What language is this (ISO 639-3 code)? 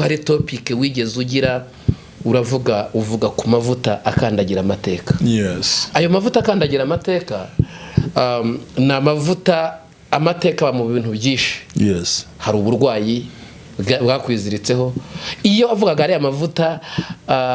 kin